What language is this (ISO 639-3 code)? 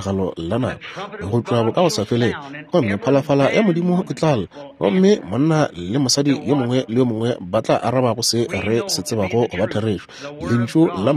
nso